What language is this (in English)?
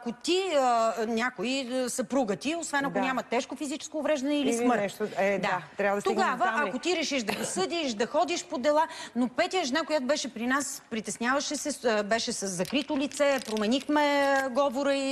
Bulgarian